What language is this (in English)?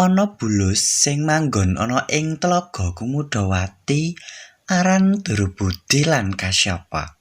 Javanese